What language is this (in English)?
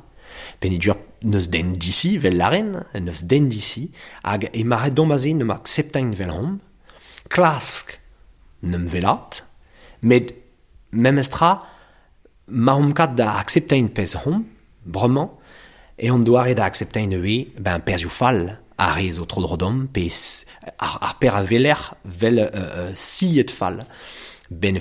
Breton